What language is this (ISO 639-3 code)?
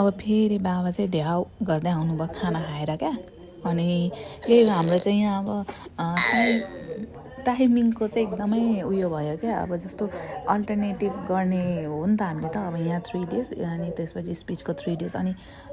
nep